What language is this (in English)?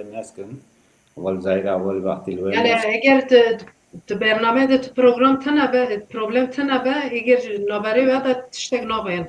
Kurdish